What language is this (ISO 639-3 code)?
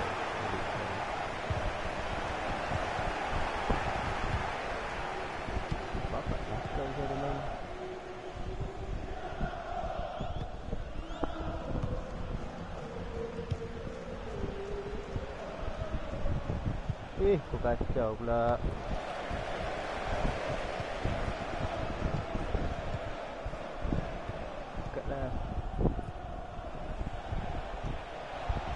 msa